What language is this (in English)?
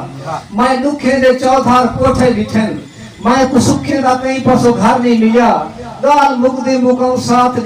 Saraiki